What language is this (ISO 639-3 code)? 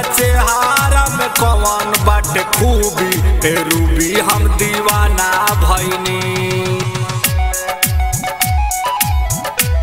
bho